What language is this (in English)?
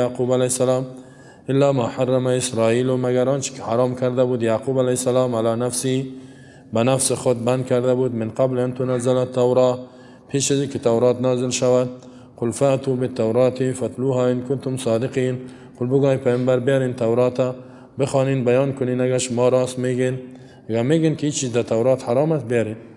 Persian